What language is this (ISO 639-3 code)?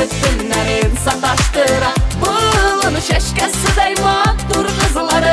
tat